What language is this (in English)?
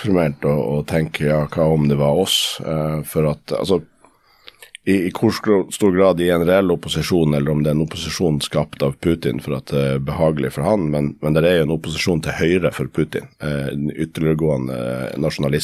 Norwegian